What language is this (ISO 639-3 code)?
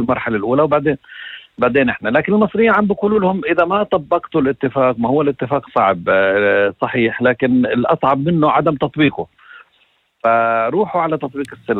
apc